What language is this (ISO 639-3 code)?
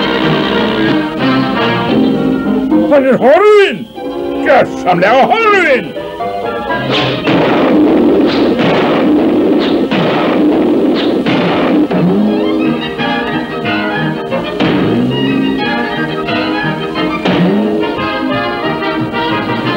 isl